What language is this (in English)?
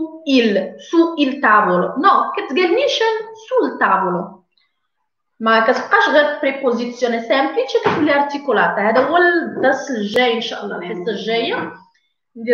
Moroccan Arabic